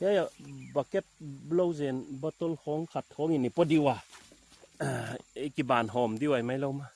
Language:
Paite Chin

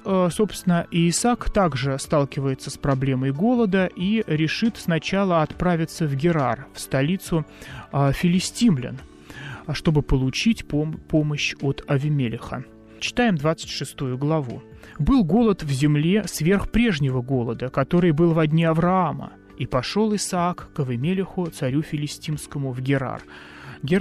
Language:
Russian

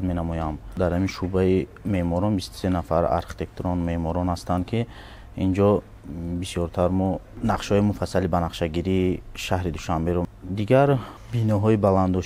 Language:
Tajik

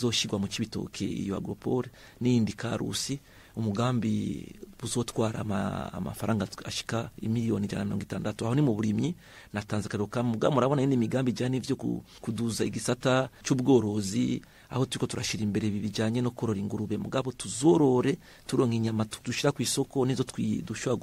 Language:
Rundi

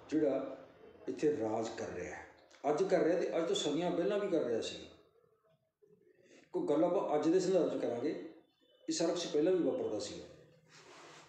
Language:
Punjabi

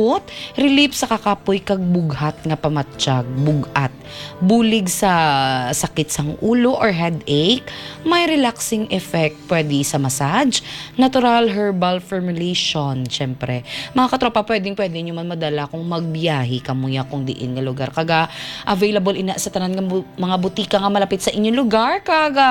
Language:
Hiligaynon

